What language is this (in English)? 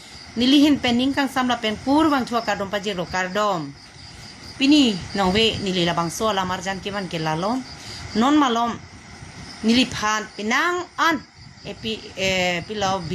Karbi